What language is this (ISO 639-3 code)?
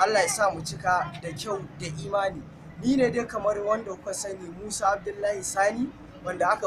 hau